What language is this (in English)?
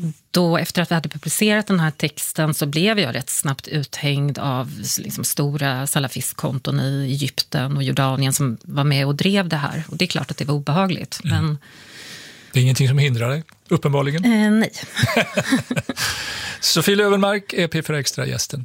Swedish